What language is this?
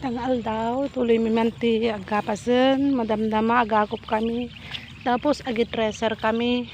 Iloko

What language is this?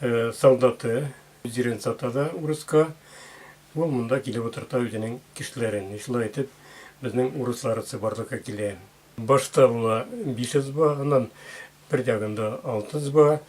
Tatar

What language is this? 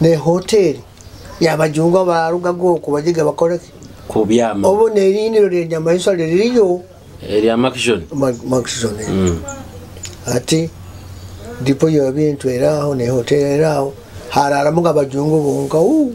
Nyoro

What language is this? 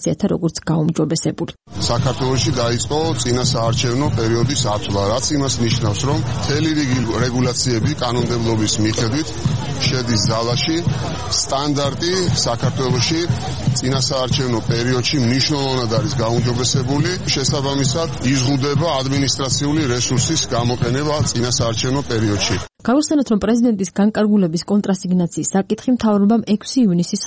Georgian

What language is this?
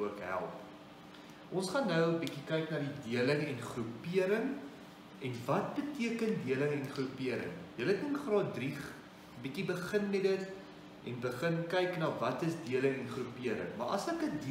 Afrikaans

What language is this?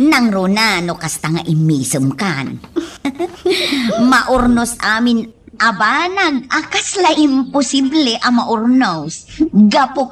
Iloko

